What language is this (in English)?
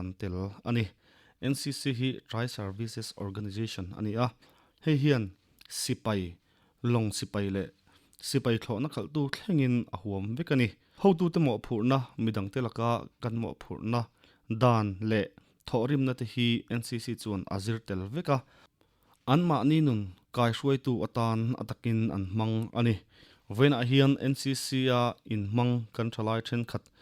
Mizo